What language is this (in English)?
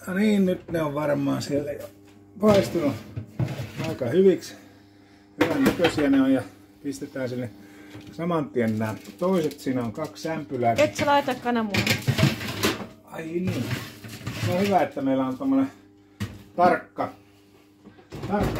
Finnish